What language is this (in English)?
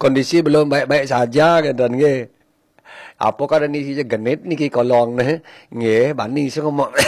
Balinese